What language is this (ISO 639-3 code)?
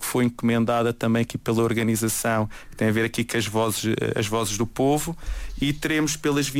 por